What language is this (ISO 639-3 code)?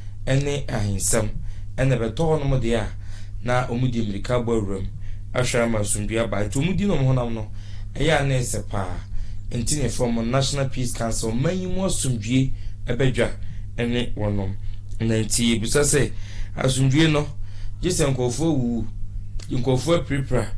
aka